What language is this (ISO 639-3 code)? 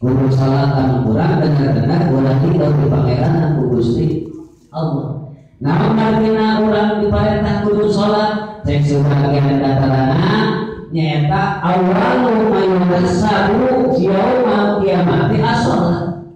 sun